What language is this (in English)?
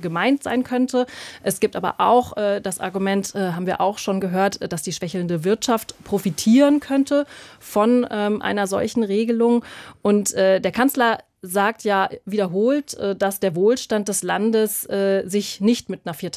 German